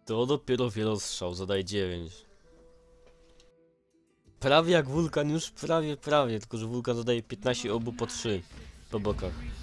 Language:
Polish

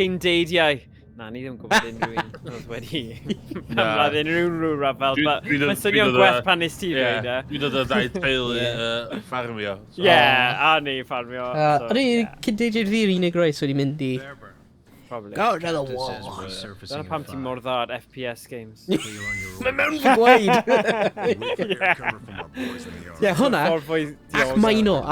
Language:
Welsh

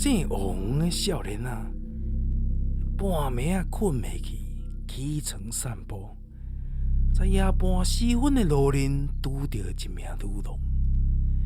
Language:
Min Nan Chinese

